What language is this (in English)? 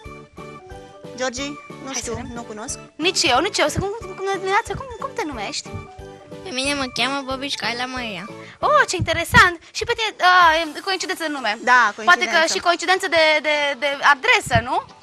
Romanian